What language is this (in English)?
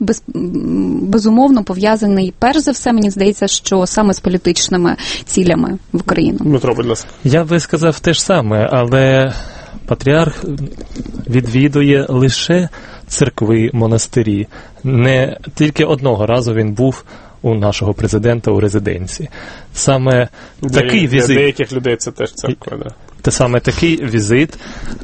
Ukrainian